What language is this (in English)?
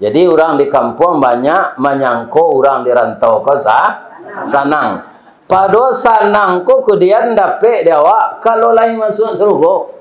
Minangkabau